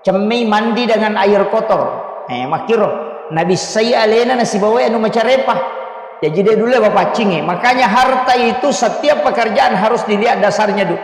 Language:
Buginese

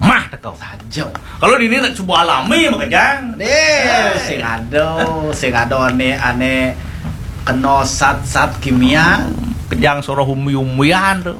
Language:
Balinese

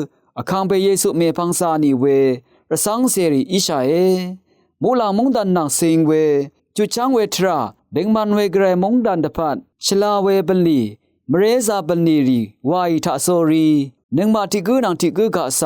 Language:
Rawang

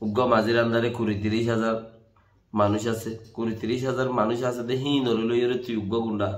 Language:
Rohingya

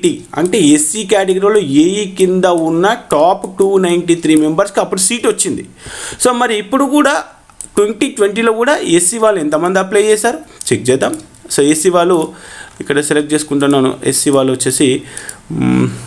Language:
Telugu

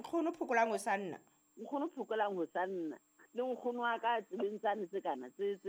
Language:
Southern Sotho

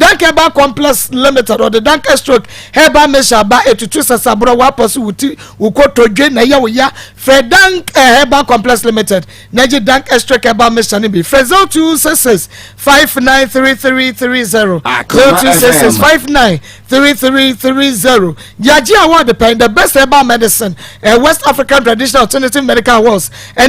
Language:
Akan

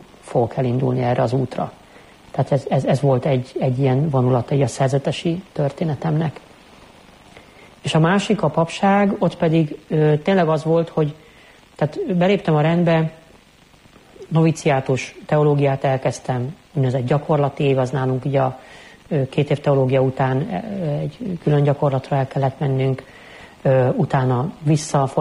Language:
Hungarian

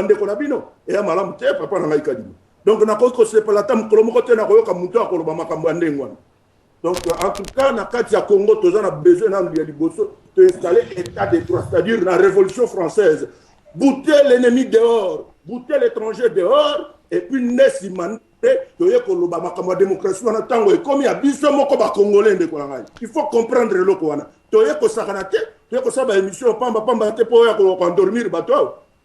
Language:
Lingala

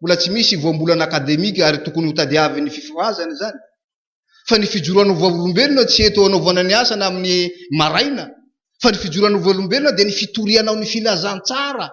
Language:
Malagasy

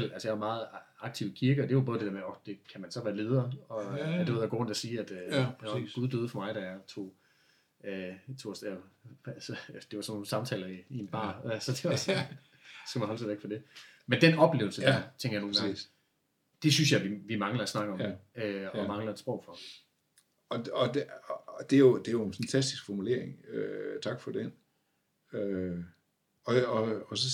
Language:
Danish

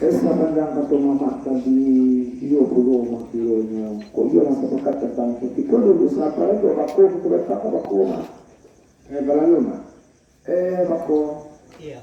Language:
Minangkabau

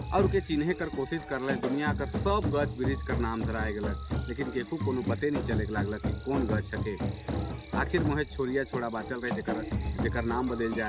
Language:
Sadri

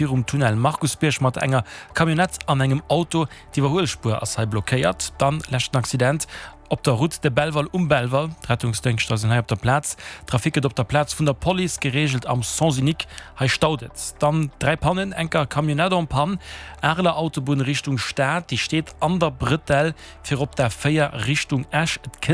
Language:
Luxembourgish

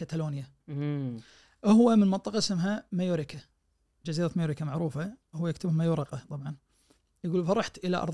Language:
Najdi Arabic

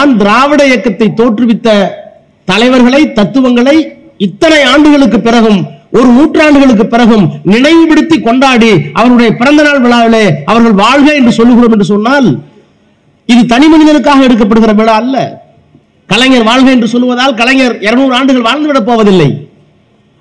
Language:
Tamil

